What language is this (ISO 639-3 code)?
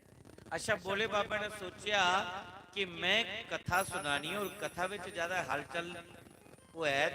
doi